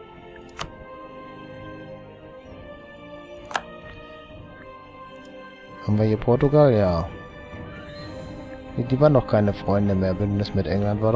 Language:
German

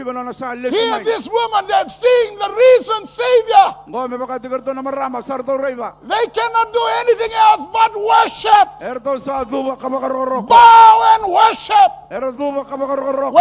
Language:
Fijian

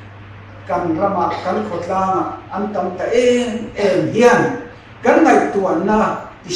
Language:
Mizo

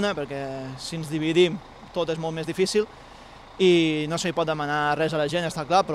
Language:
Catalan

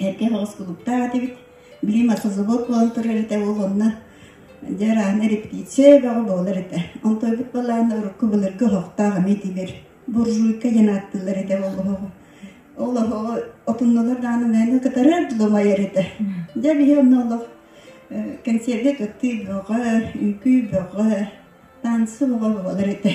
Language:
Yakut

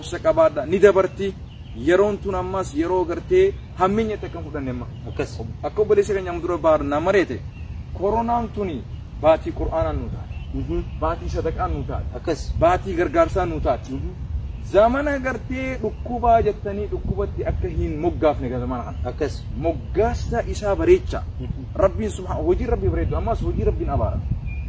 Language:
Oromo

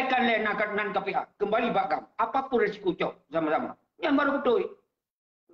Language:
Achinese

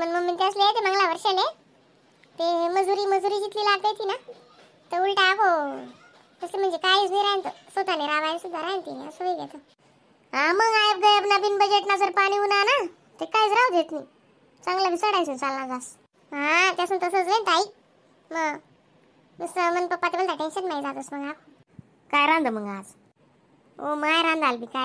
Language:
Khandesi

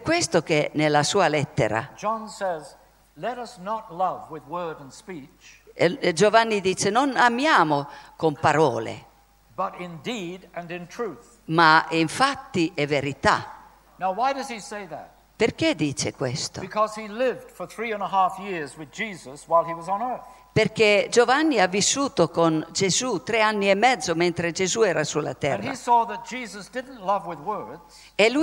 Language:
Italian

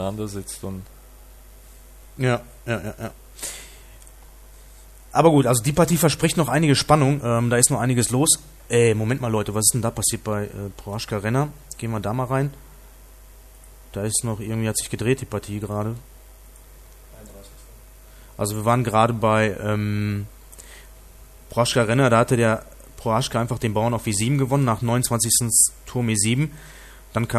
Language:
German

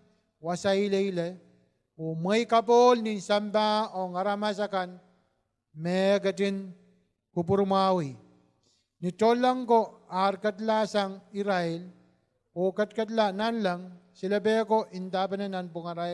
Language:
Pohnpeian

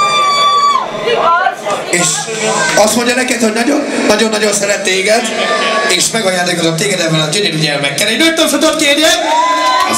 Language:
Hungarian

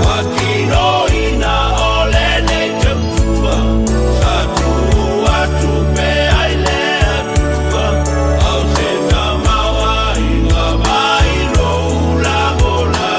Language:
Samoan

